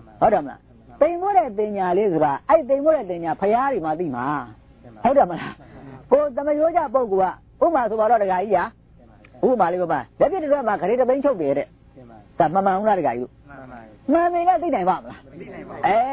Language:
Burmese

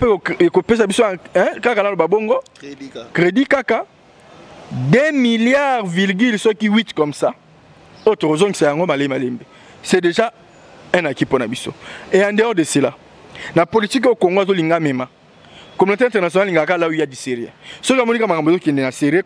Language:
Lingala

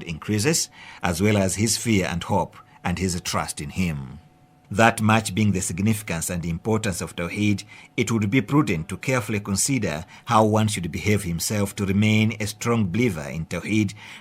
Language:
English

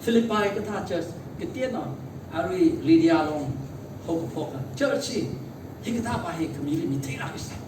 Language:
Tangkhul Naga (India)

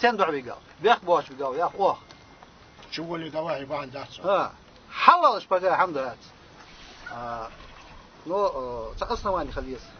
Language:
Ingush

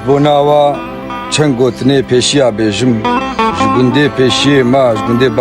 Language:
Kurdish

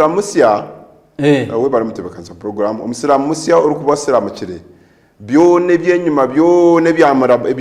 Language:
Nyankole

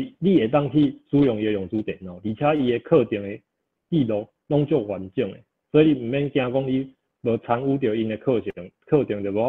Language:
Min Nan Chinese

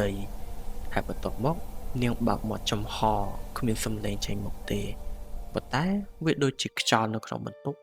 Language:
Khmer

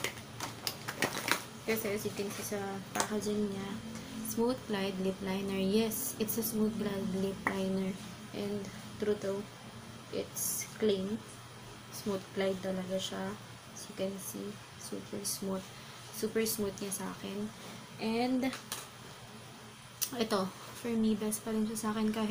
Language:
Filipino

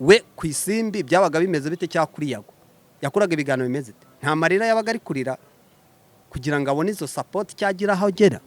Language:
Kinyarwanda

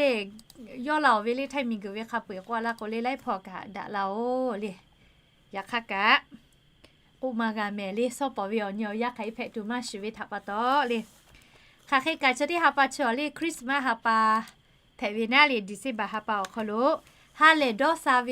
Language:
Lahu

